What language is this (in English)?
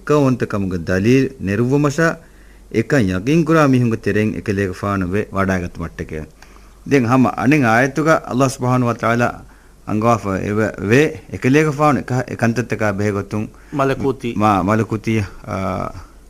Divehi